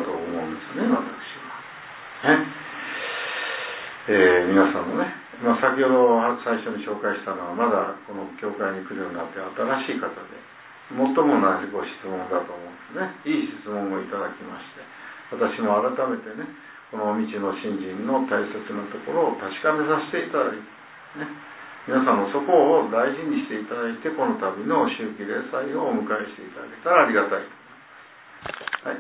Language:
Japanese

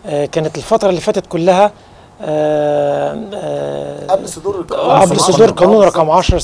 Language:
Egyptian Arabic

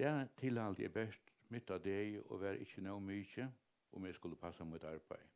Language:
Faroese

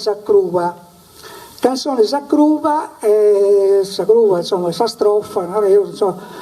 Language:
Sardinian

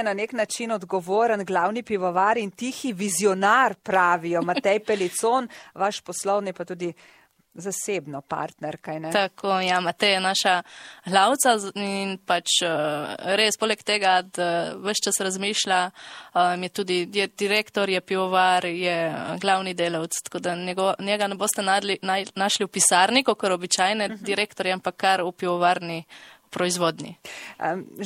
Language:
Slovenian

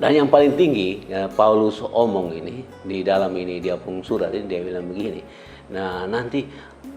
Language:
Kupang Malay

